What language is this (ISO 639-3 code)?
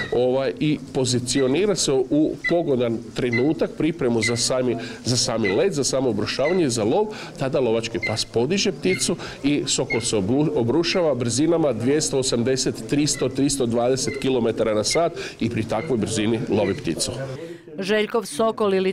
hrv